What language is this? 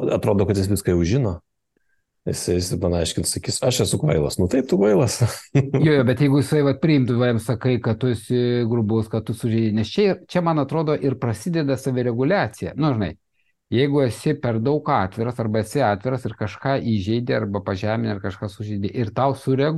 Lithuanian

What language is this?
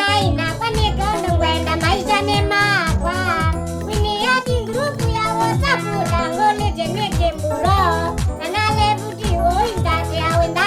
Kamba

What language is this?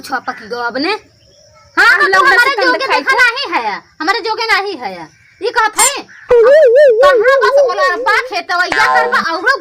Awadhi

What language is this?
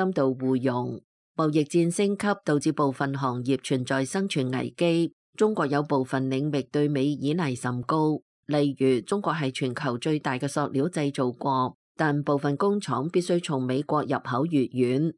Cantonese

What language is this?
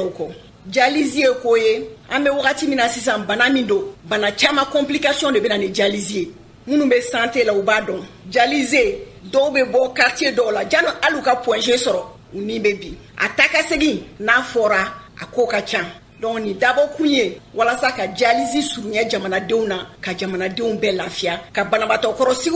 Bambara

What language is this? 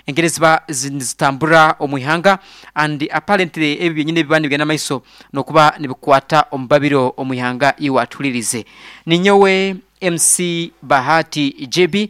Nyoro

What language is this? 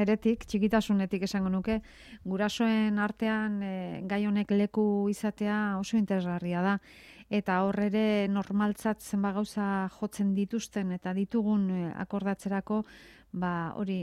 Basque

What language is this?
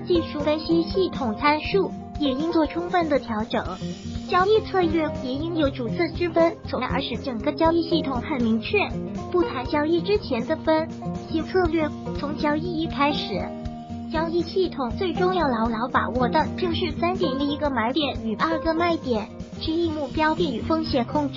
Chinese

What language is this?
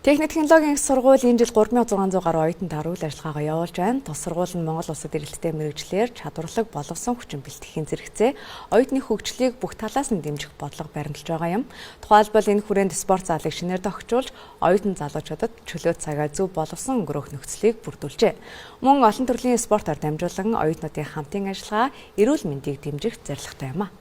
Mongolian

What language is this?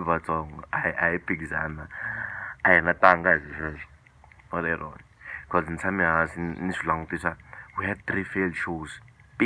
Tsonga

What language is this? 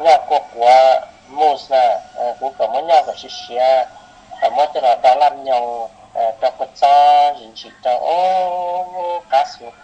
Hmong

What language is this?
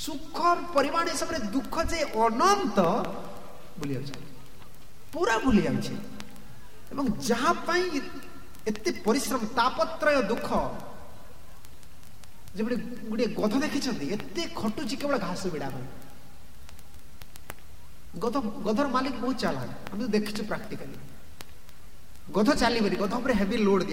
Odia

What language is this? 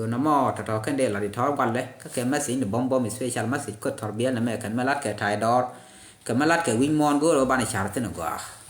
Nuer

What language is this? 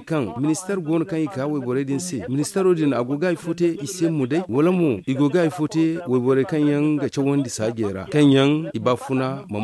Zarma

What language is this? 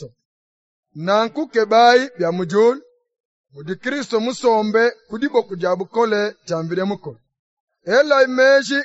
Luba-Lulua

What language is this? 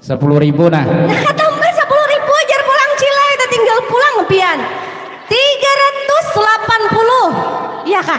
Banjar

